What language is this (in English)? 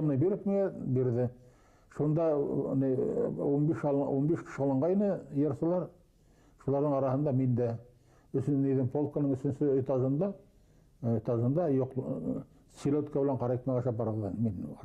Bashkir